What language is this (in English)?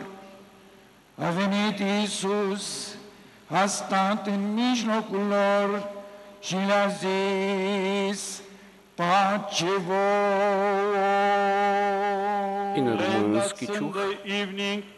Bulgarian